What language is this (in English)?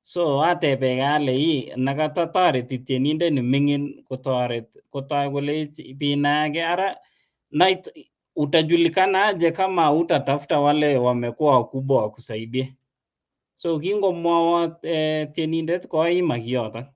Kalenjin